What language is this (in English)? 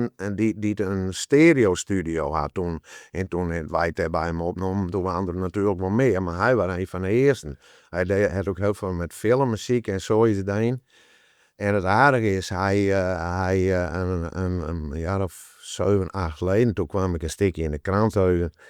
Western Frisian